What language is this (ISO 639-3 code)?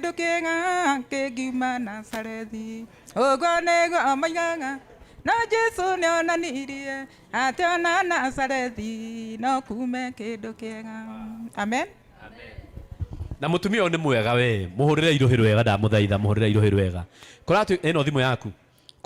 kik